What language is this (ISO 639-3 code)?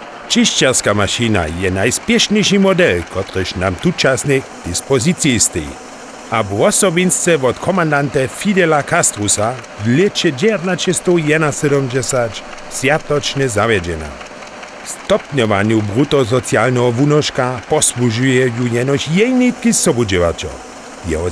hsb